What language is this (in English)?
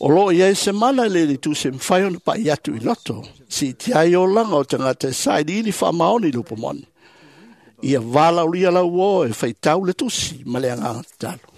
Samoan